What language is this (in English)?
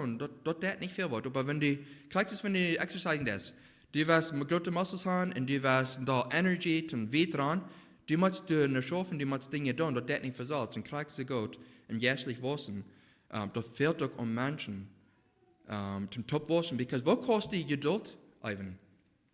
Plautdietsch